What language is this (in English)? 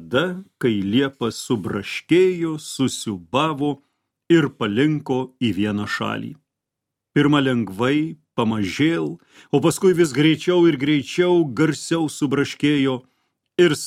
Lithuanian